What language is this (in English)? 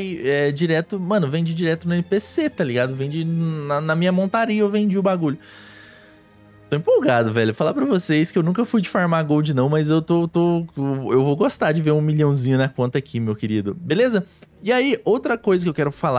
Portuguese